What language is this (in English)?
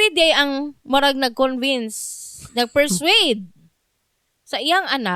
Cebuano